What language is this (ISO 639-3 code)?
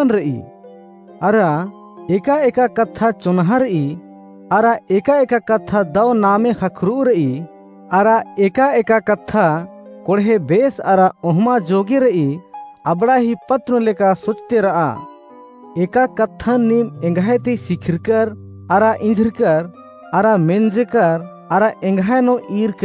kru